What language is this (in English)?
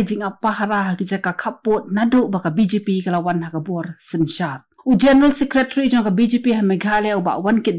Khasi